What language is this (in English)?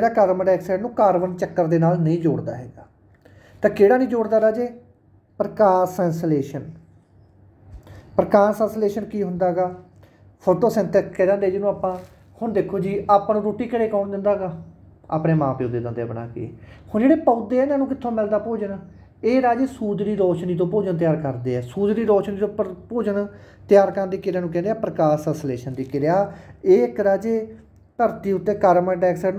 Punjabi